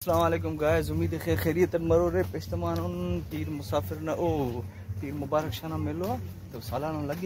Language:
Brahui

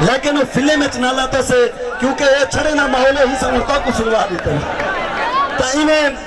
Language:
Saraiki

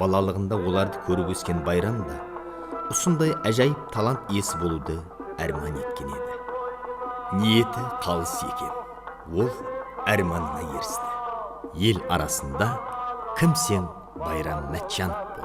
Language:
Kara-Kalpak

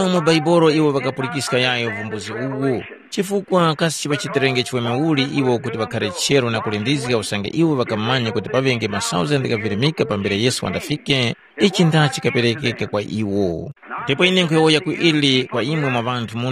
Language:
Tumbuka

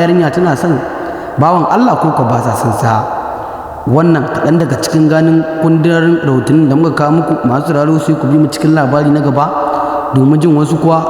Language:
Hausa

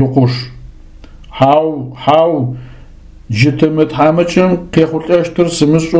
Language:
Adyghe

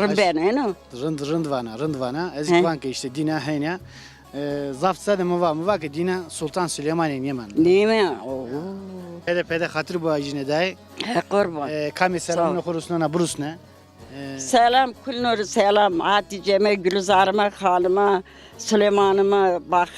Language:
Zaza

